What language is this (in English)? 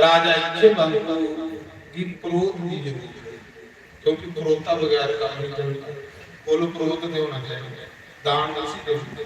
Dogri